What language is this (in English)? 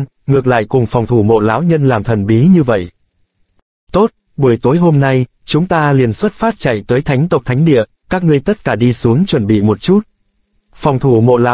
Vietnamese